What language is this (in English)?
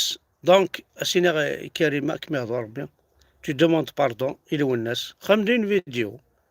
Kabyle